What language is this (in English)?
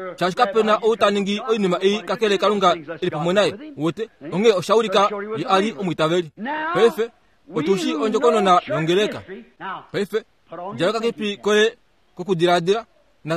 Kuanyama